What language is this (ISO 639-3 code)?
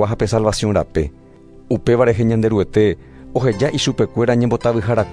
grn